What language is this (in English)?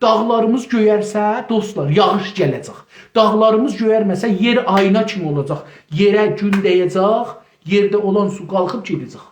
South Azerbaijani